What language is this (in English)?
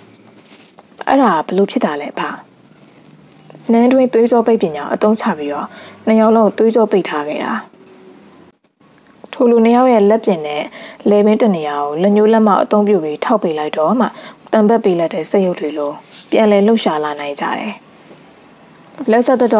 Burmese